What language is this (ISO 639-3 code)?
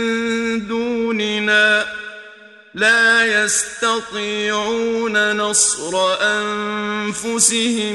ara